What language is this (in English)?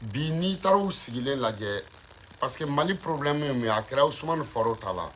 Bambara